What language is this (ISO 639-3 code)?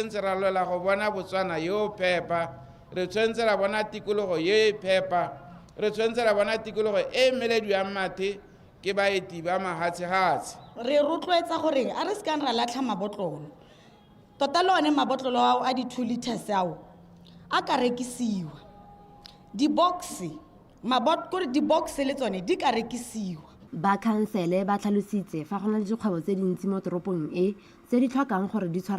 tsn